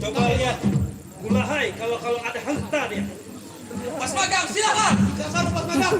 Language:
Banjar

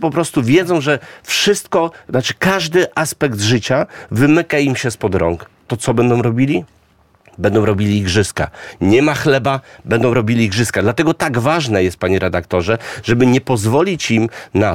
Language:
Polish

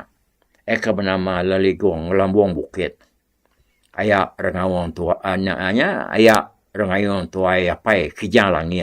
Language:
Iban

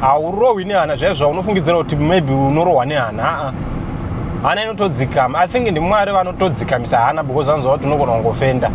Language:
Shona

